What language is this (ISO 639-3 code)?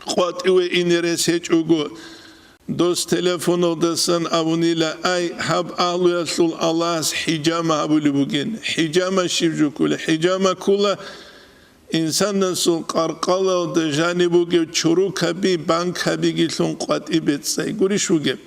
ava